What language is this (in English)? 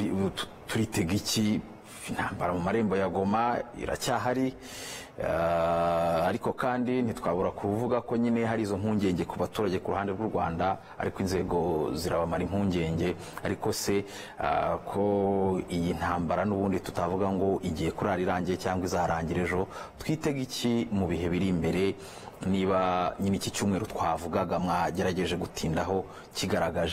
Kinyarwanda